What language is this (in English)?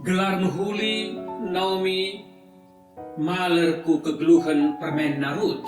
Batak Karo